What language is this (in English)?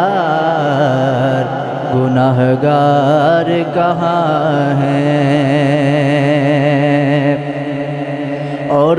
Urdu